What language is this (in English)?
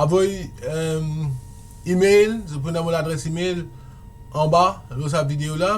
Morisyen